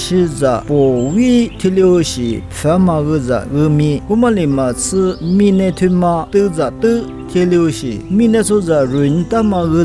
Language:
Lisu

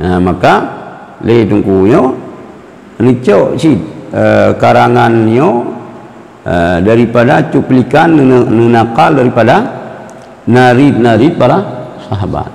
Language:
Achinese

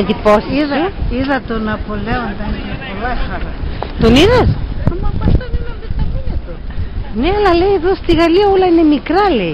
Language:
Pontic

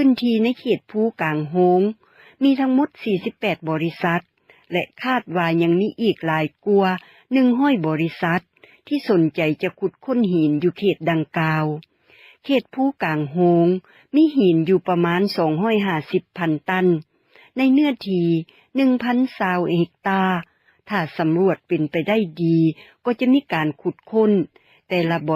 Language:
Lao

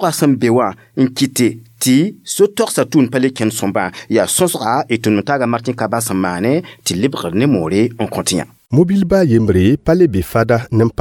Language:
Mossi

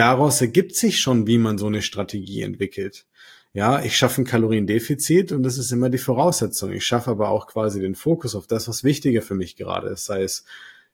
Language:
German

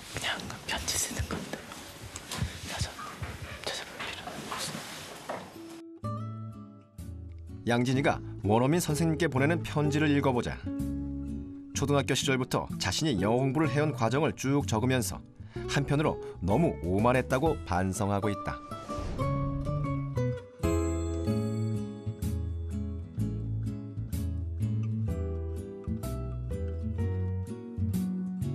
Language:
Korean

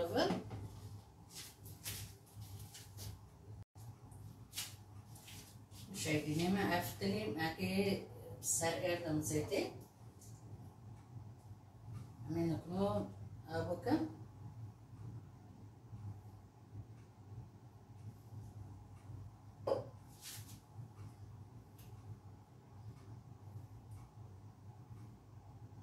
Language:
Persian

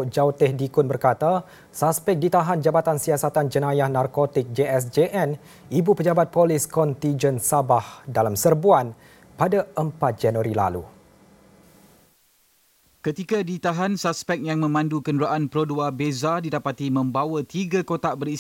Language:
Malay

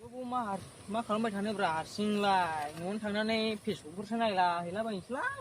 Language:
Bodo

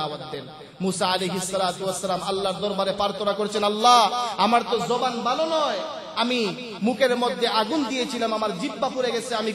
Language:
Bangla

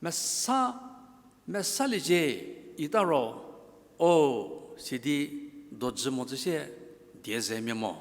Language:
Angami Naga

